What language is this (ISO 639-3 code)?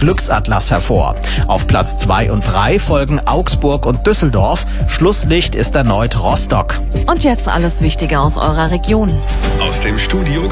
deu